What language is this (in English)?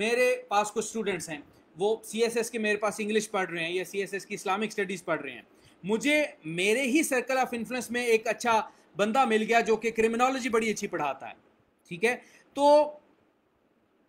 Urdu